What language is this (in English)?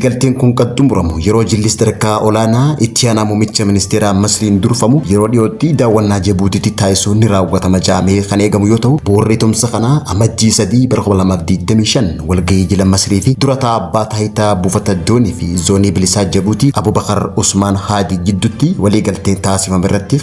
Oromo